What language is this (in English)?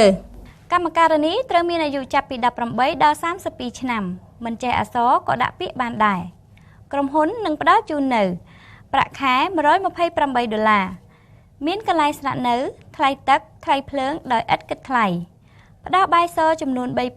Khmer